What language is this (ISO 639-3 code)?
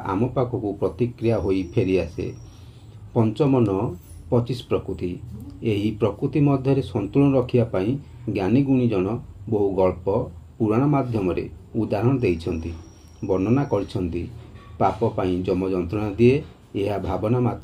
ori